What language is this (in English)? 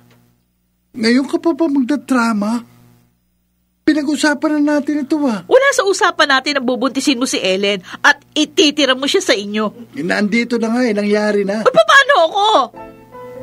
Filipino